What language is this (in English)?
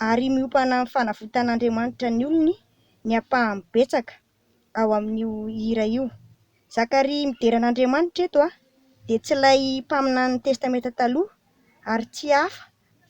Malagasy